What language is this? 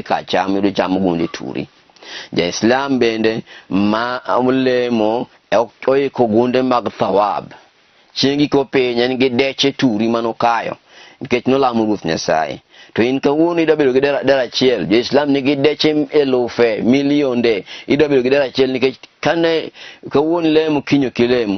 Luo (Kenya and Tanzania)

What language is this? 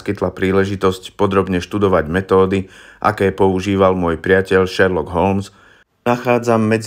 Slovak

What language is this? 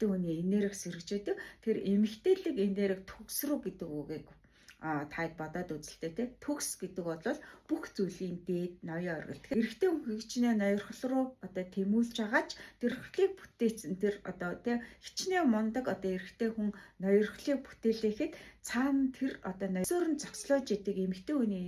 Mongolian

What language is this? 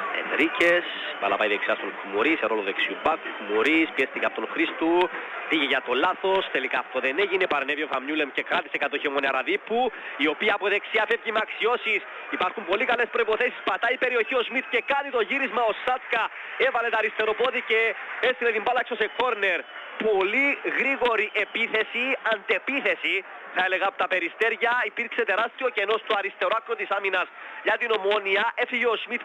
Greek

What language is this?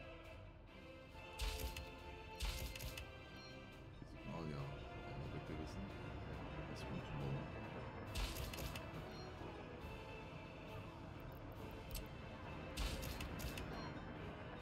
German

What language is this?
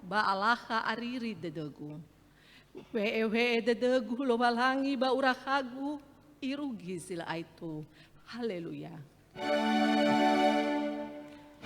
Nias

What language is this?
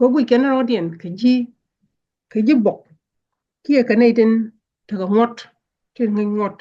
Nuer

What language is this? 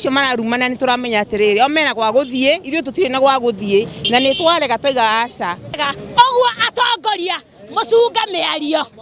Kikuyu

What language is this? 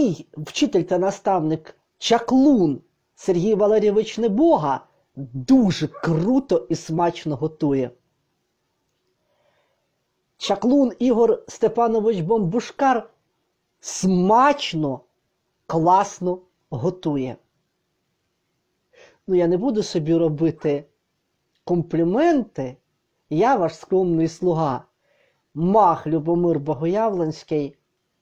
Ukrainian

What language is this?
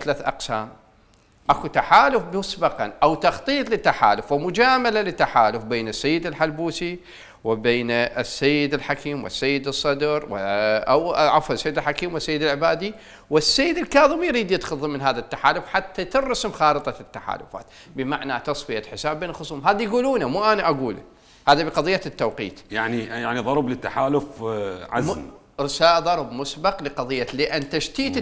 Mesopotamian Arabic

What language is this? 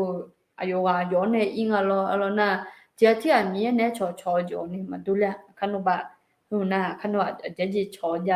Akha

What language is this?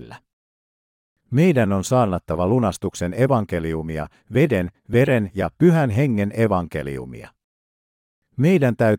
Finnish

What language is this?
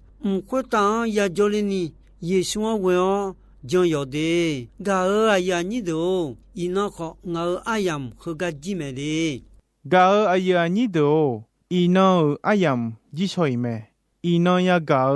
Akha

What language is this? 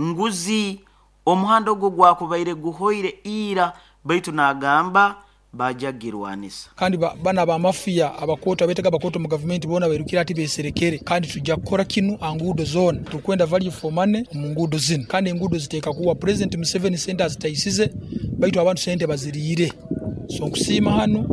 Nyoro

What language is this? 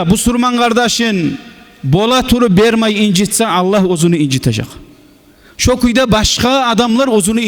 Kumyk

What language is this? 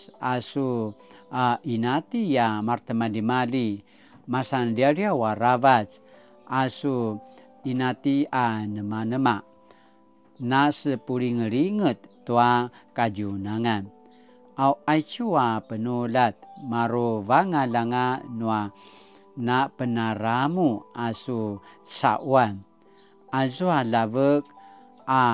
Paiwan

